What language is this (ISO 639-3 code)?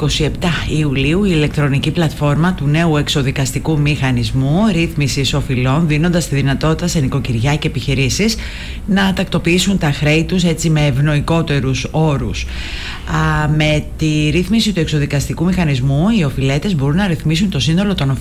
ell